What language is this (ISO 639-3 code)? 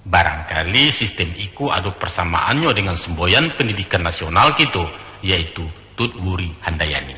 min